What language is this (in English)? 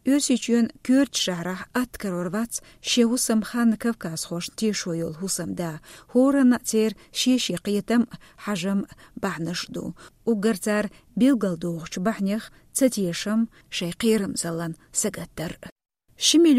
Chechen